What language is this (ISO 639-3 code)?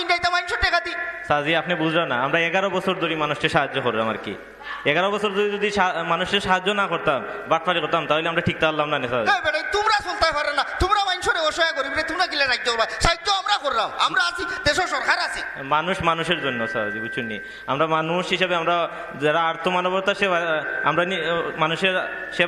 syl